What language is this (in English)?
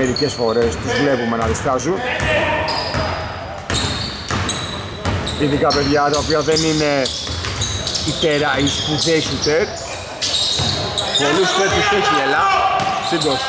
Greek